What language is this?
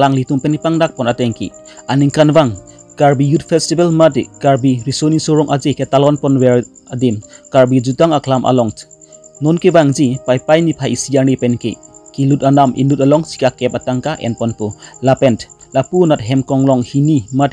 Karbi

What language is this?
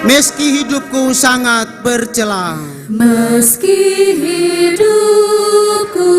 Ambonese Malay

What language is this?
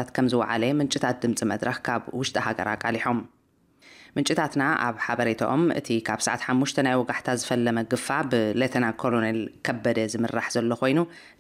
Tigrinya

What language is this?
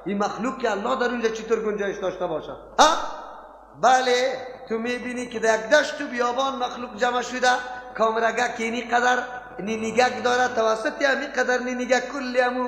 Persian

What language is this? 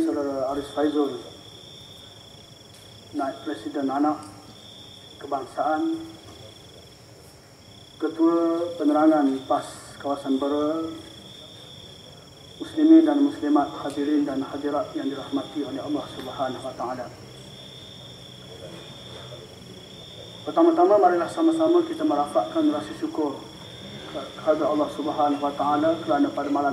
Malay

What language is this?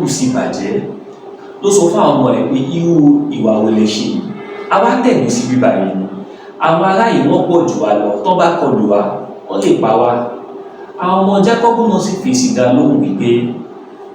Yoruba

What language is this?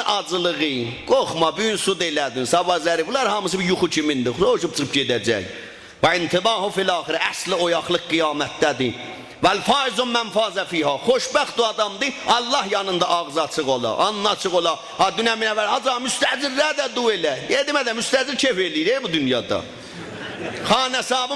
South Azerbaijani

